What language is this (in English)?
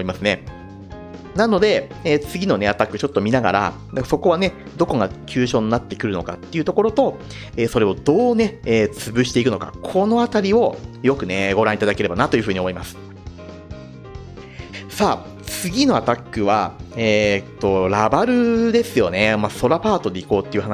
Japanese